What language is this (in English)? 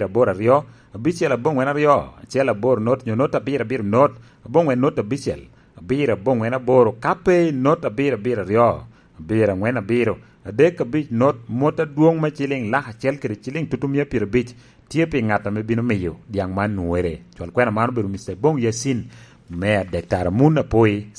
Lango (Uganda)